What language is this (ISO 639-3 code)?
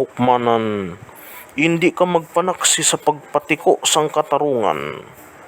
hil